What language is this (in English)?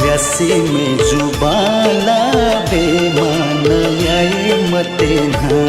Newari